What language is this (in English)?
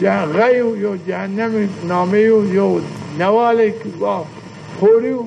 Zaza